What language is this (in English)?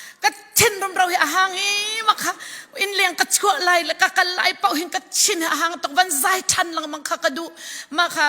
Falam Chin